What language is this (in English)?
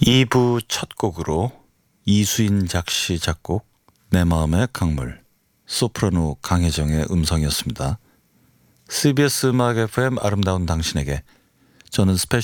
Korean